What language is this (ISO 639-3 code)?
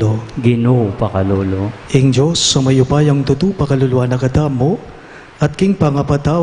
pam